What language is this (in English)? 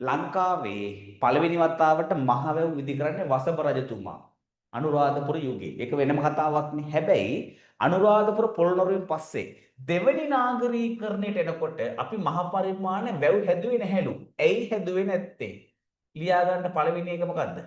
Sinhala